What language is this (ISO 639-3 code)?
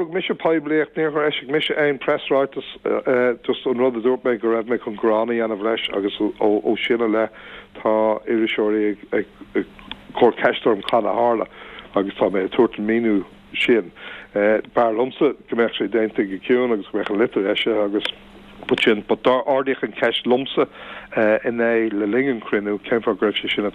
gle